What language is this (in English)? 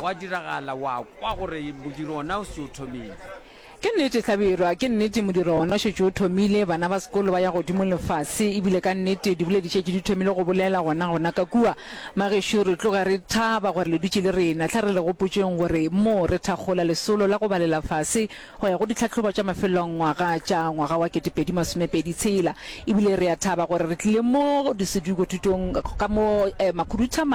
Northern Sotho